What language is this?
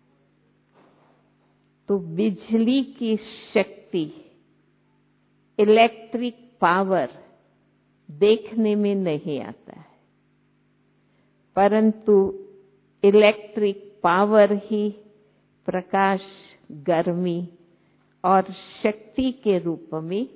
Hindi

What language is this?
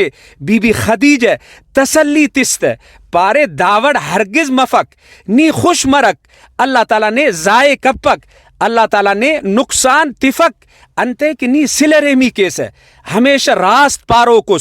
Brahui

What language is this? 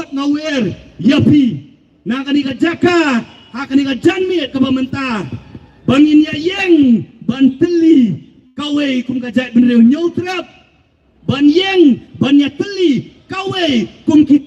Khasi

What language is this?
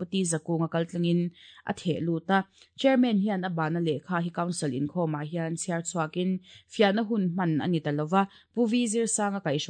Mizo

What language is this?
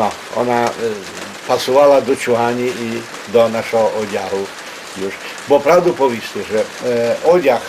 Rusyn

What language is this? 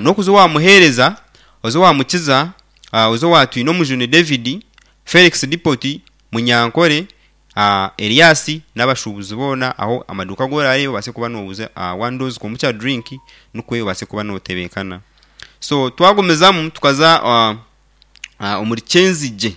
Nyankole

